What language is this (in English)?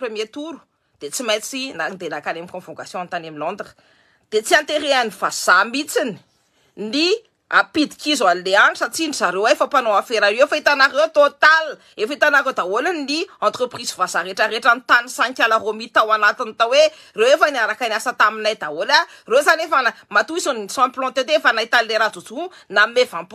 Malagasy